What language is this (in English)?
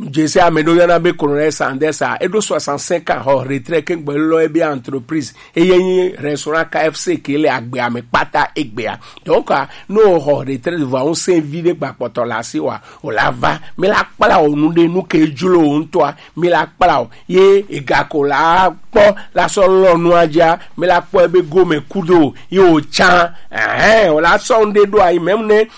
Gen